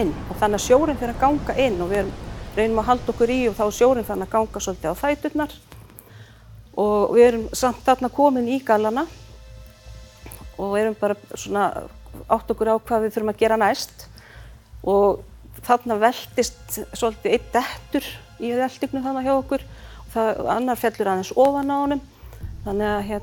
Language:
Icelandic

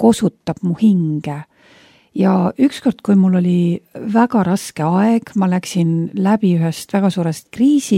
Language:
Estonian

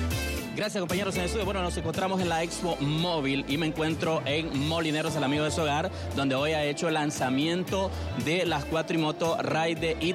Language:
Spanish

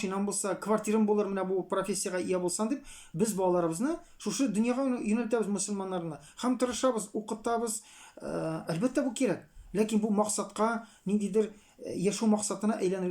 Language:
Tatar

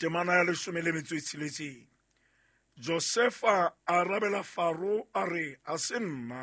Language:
Southern Sotho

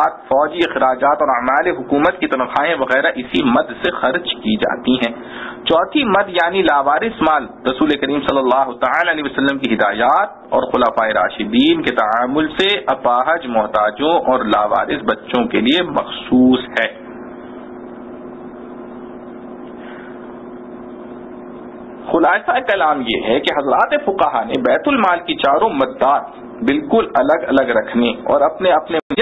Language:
Urdu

